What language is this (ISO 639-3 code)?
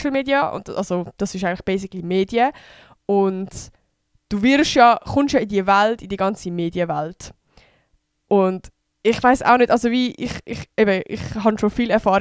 gsw